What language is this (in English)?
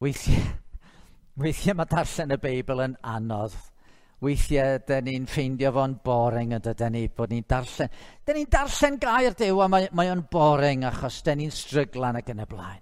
Welsh